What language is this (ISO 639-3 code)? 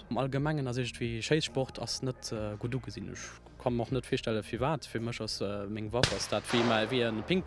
ltz